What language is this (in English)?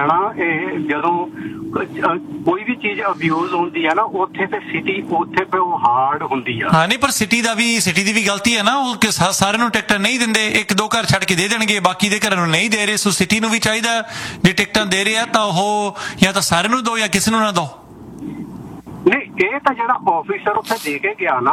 Punjabi